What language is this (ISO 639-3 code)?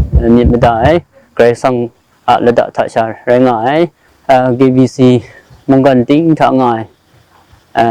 kac